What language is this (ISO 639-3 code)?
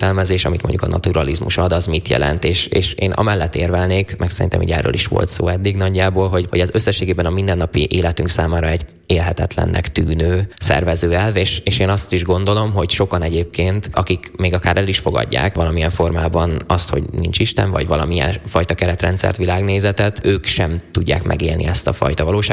hun